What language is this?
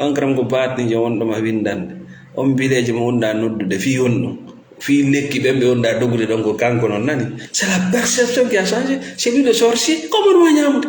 Fula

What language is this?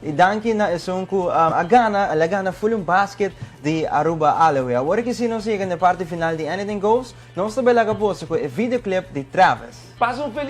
Papiamento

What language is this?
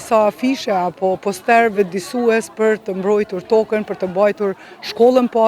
Albanian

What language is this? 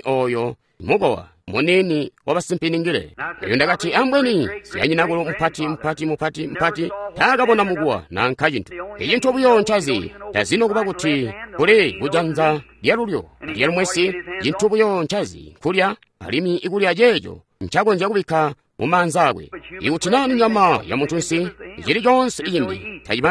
Tonga (Zambia)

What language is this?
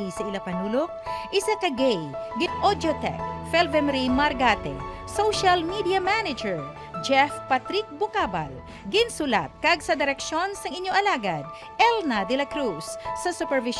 Hiligaynon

